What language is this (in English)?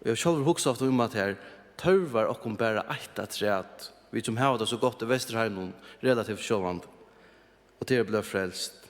Faroese